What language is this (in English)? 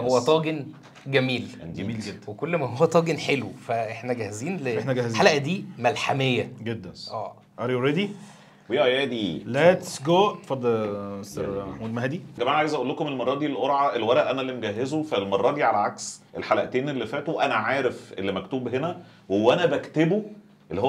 Egyptian Arabic